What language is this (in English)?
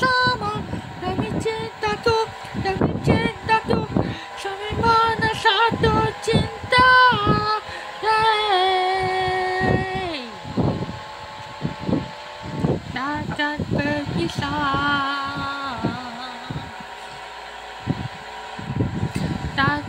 Malay